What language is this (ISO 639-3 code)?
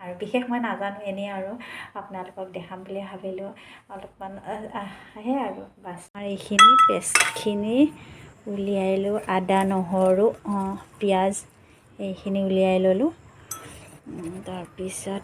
asm